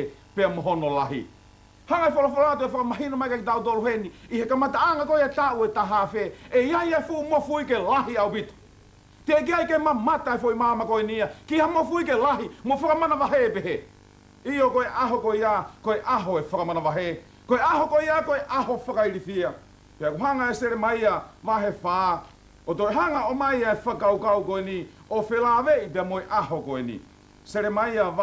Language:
Tongan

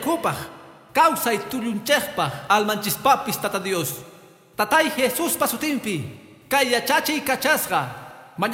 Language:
Quechua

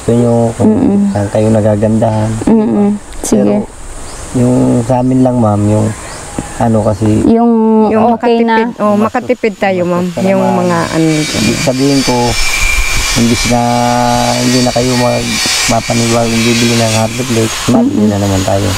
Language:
Filipino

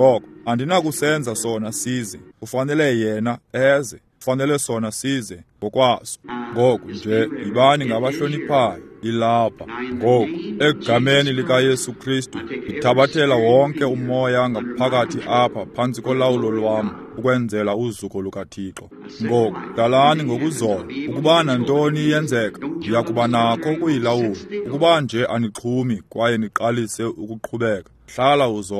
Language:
Xhosa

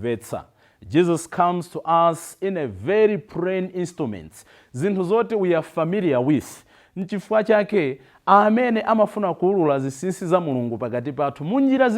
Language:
Nyanja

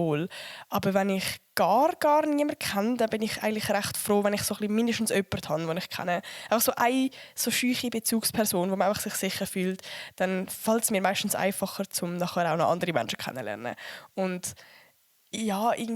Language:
Swiss German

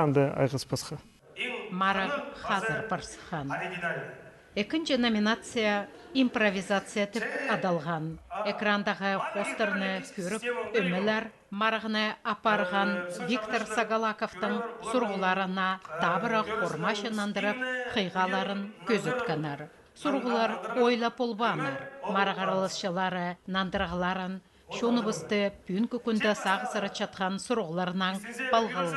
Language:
Khakas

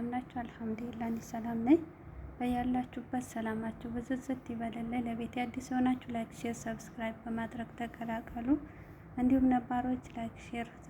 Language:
Amharic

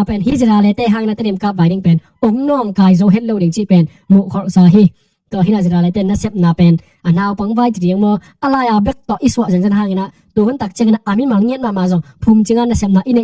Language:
Tedim Chin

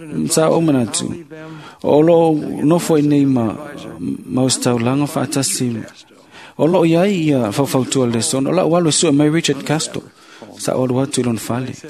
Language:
Samoan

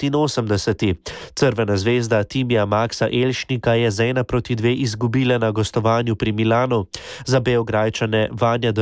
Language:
Slovenian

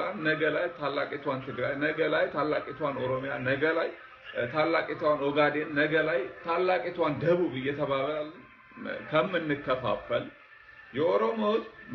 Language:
Amharic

